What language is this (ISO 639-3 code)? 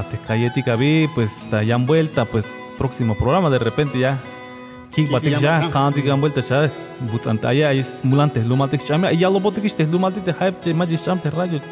tzh